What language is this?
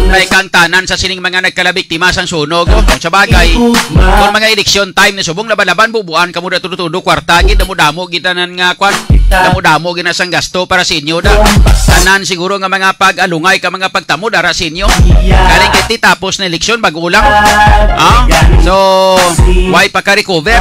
Hiligaynon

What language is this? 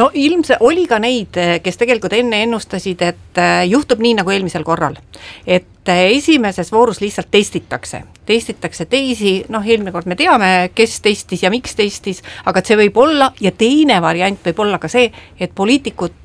Estonian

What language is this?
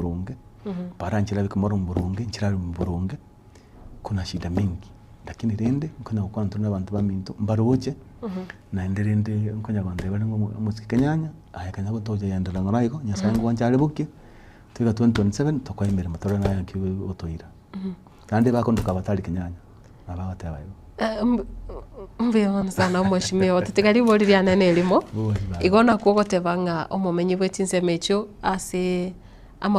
Gusii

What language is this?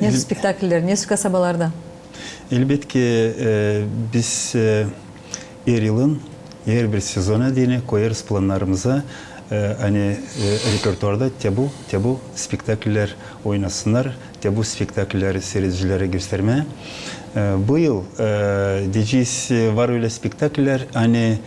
Gagauz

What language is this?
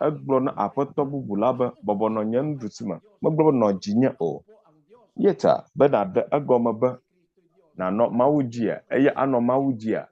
Ewe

